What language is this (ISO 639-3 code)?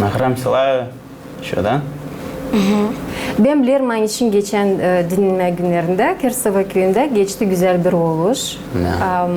gag